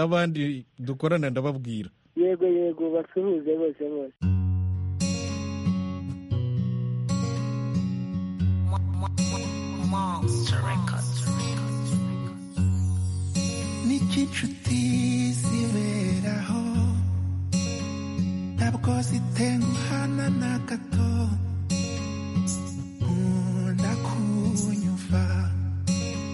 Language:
Kinyarwanda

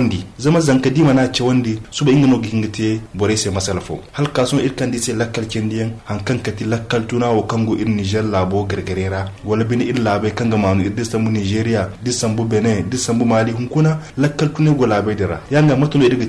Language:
Zarma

